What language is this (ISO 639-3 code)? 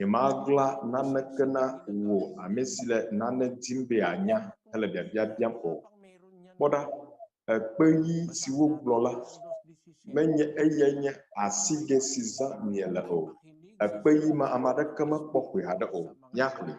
ewe